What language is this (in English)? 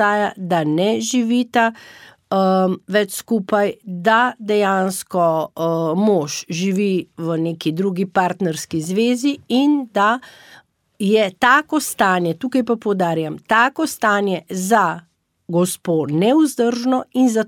Slovenian